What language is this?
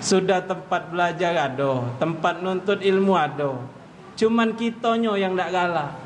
Musi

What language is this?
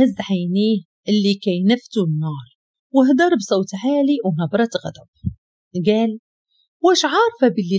Moroccan Arabic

